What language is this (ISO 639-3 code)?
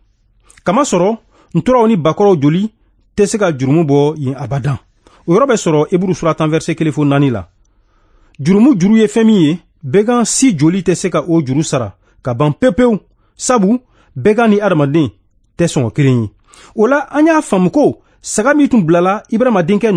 bam